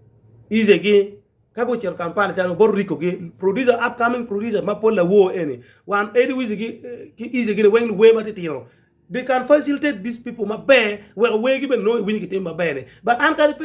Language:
Acoli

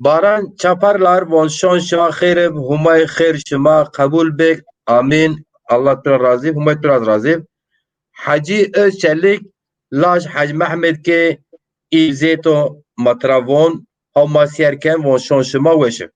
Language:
Zaza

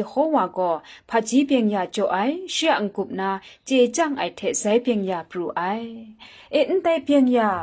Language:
Kachin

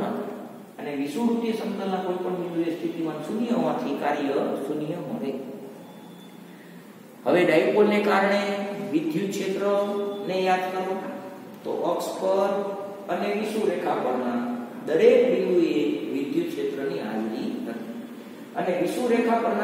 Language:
Gujarati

